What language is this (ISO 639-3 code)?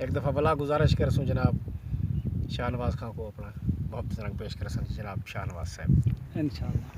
skr